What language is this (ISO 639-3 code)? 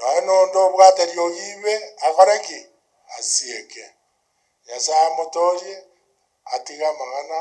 guz